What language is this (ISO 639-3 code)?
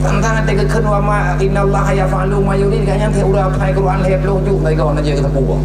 ace